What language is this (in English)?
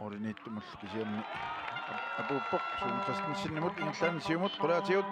Kalaallisut